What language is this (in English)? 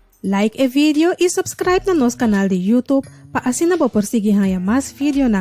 Papiamento